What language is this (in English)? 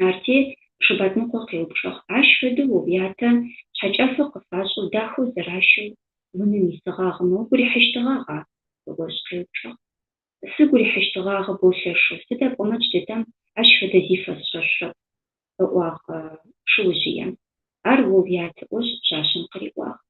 Adyghe